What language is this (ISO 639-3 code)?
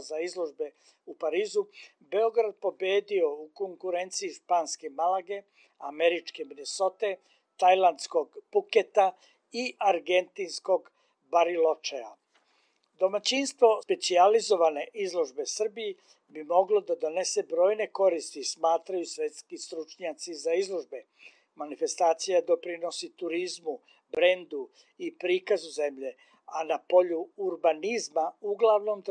srp